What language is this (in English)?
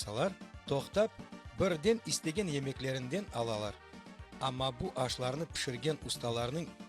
Crimean Tatar